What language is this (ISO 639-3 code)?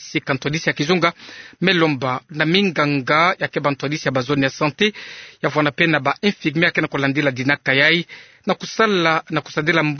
ktu